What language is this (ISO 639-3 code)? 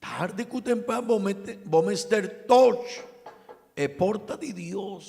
pap